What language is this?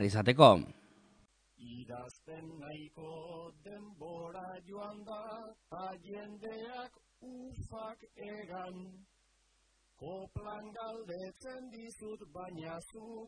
Basque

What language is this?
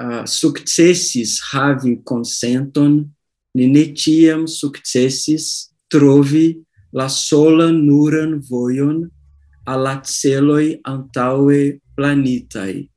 Esperanto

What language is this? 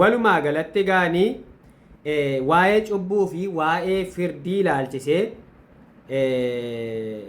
Oromo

